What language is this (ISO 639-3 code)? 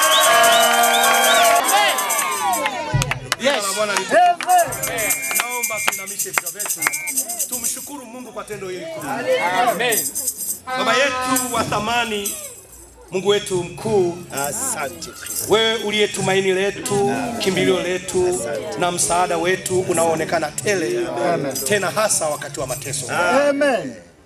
swa